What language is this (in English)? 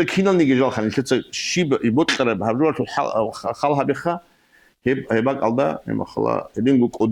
Avaric